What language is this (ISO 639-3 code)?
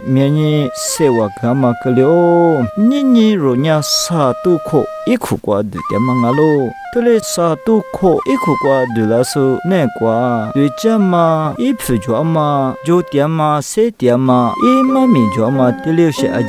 lis